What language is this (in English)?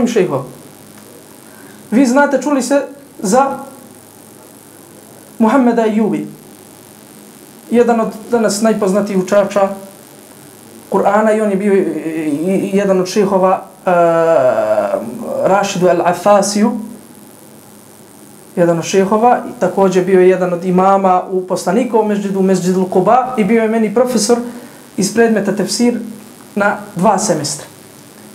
Bosnian